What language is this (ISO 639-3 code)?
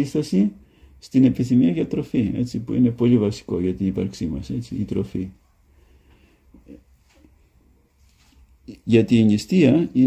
ell